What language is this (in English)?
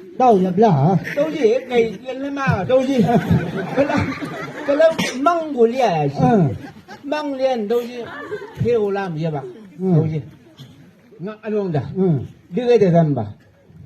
Chang Naga